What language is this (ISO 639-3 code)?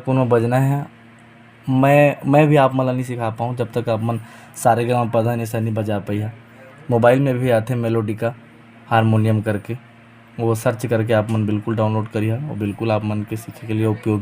hne